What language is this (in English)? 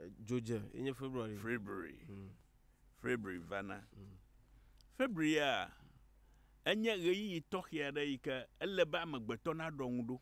Ewe